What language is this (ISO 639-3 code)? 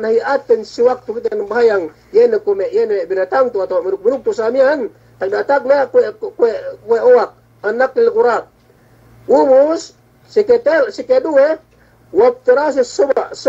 yka